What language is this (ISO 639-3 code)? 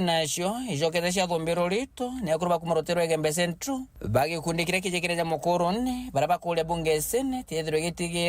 mer